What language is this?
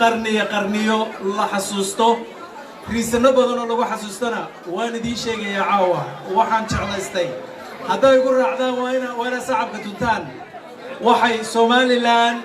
Somali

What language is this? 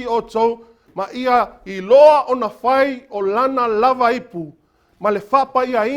Samoan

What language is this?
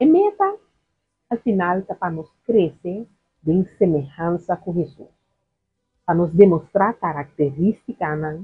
Papiamento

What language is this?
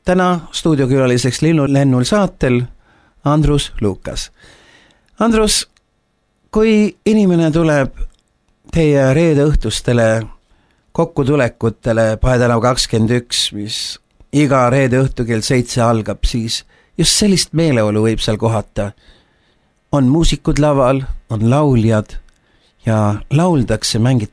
Estonian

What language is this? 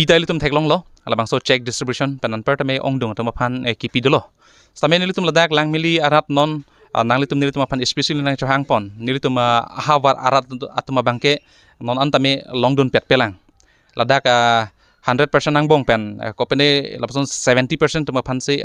Karbi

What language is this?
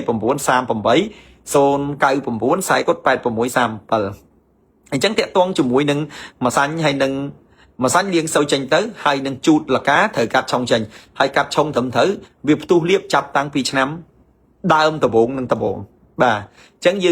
Khmer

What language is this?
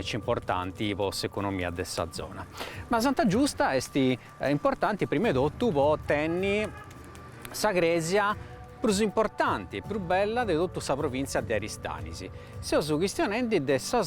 Sardinian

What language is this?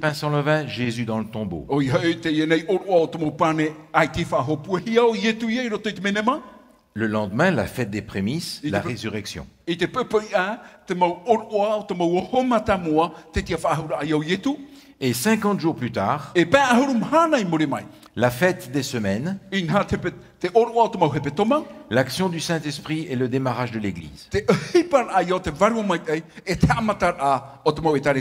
Tahitian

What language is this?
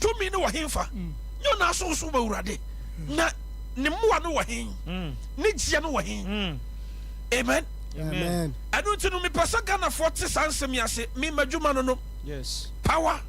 Akan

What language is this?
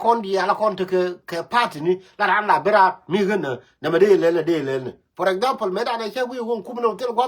Nuer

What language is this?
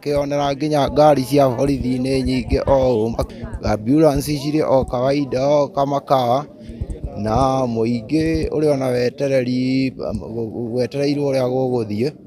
Kikuyu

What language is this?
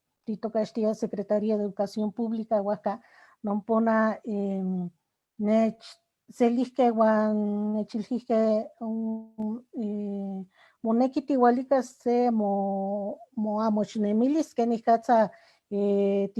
Eastern Huasteca Nahuatl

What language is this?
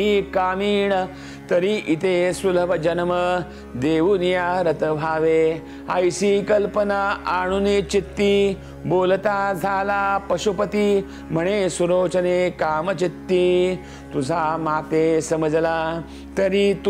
Marathi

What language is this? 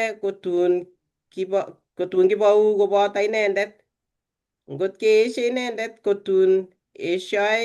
Kalenjin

